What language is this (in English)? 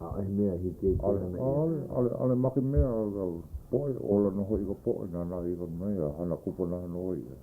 Hawaiian